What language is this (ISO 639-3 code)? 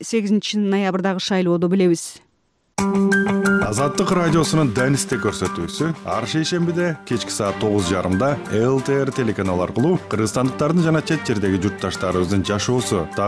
kir